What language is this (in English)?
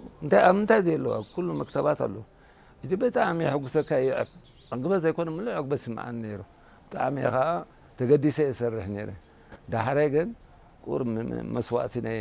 Tigrinya